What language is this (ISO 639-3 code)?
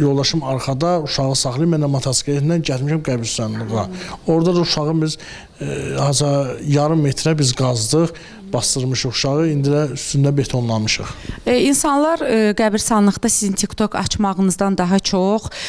aze